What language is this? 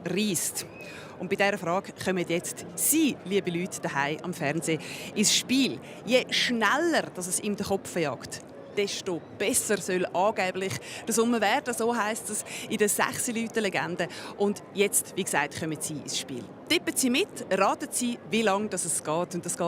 Swiss German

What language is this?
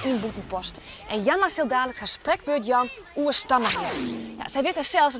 Western Frisian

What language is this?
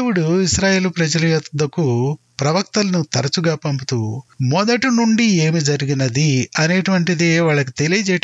Telugu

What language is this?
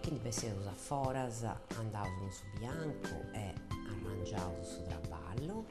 Sardinian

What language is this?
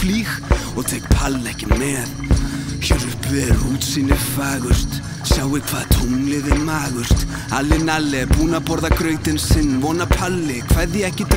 Icelandic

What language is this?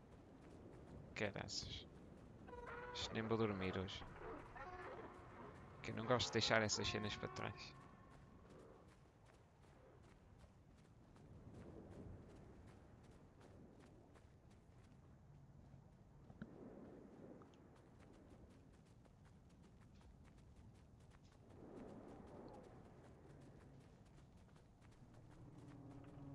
Portuguese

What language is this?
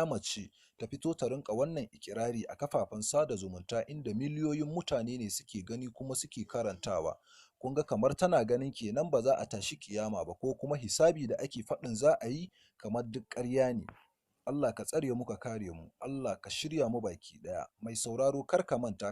Hausa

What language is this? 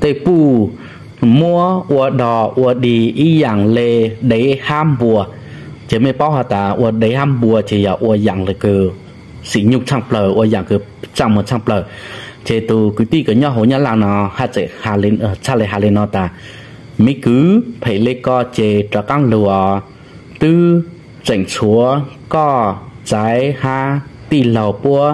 Hmong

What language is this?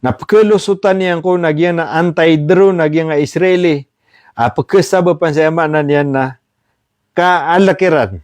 Maranao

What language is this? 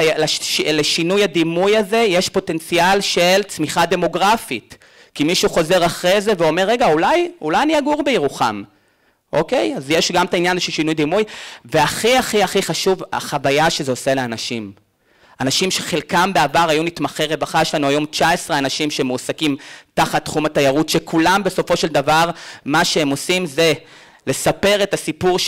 Hebrew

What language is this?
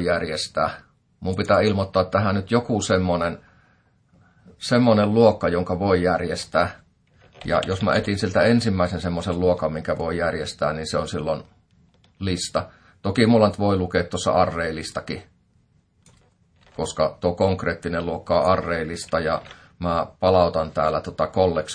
Finnish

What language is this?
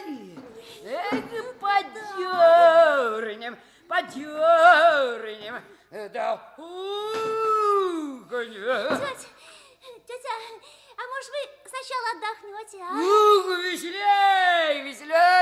Russian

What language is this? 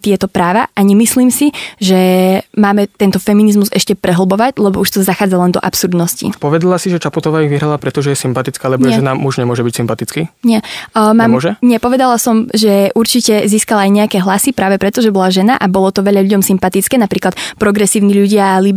Slovak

